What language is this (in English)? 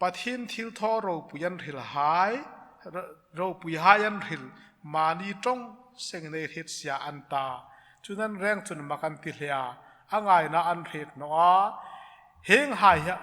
Hmar